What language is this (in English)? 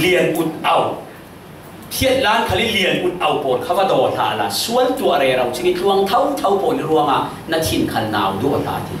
Falam Chin